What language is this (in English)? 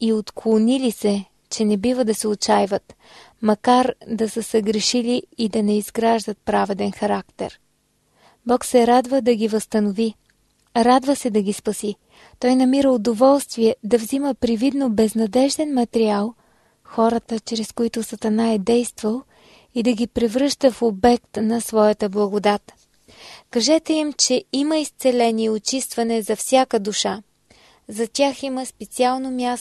Bulgarian